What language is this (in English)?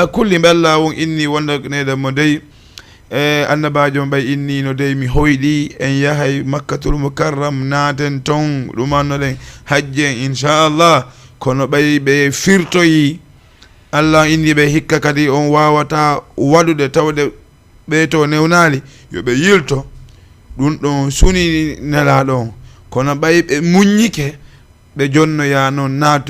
Fula